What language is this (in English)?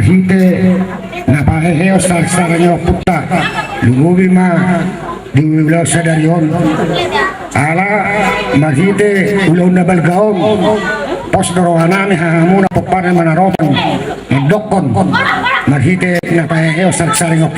Batak Toba